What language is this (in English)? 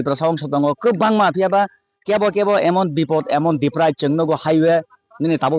Kok Borok